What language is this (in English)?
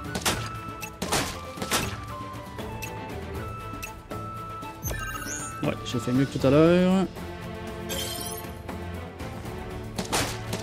French